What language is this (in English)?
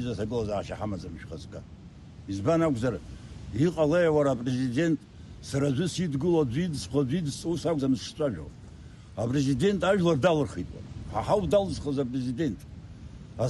Abkhazian